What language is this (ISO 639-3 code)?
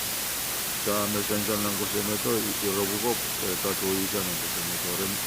pon